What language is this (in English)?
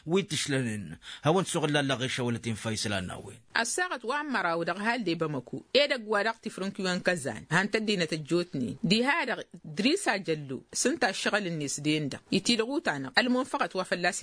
Tamasheq